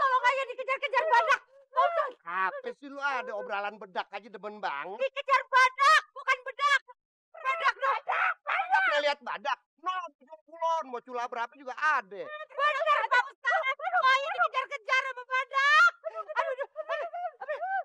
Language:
Betawi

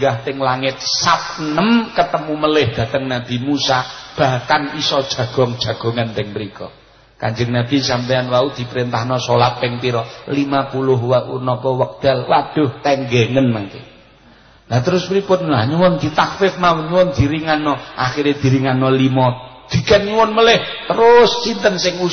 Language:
Javanese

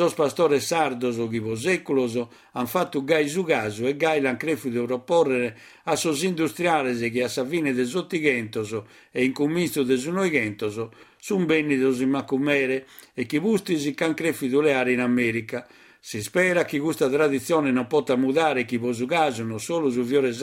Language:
Sardinian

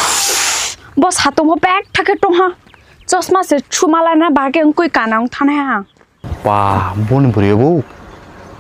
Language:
Kok Borok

